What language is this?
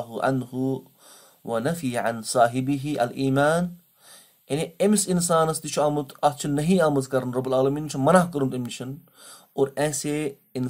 Kashmiri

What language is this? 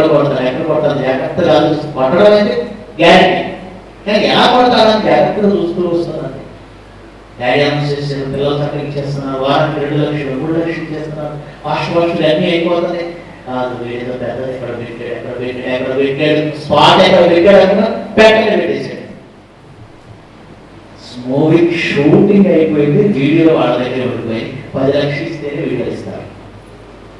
Telugu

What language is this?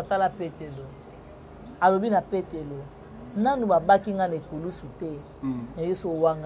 Lingala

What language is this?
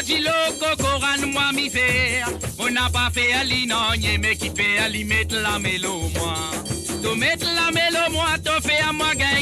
Morisyen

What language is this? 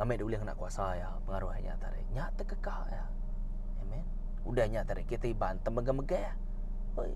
Iban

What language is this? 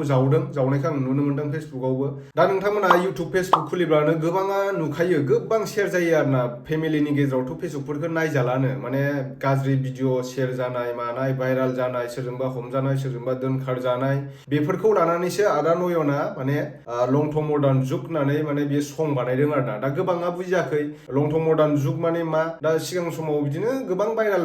Bodo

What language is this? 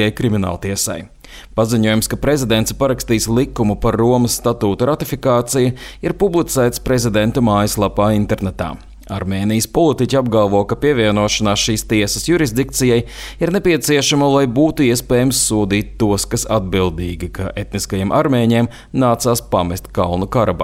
Latvian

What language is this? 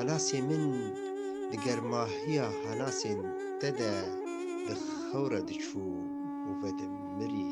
Kurdish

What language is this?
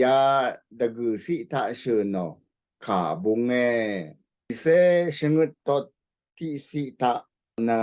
Rawang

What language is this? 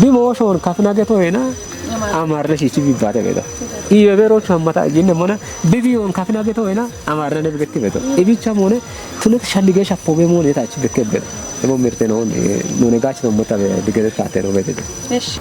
Kafa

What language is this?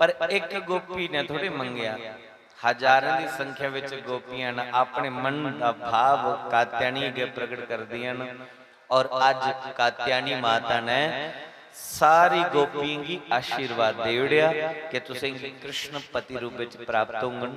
Dogri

